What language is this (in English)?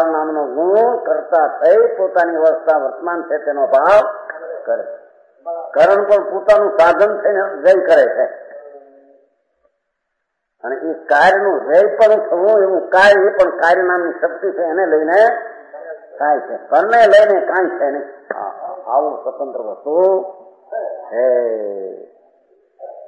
Gujarati